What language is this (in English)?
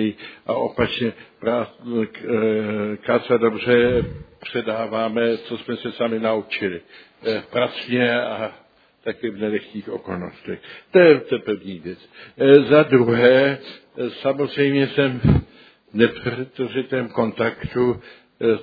Czech